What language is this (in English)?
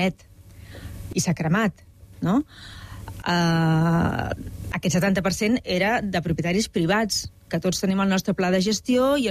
Catalan